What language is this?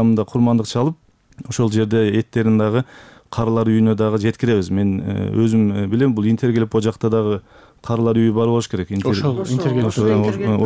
Kyrgyz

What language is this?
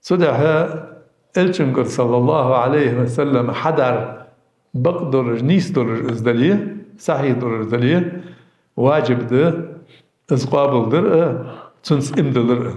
Ingush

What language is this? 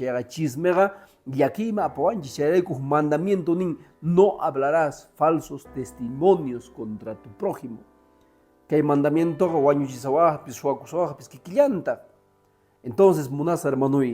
Quechua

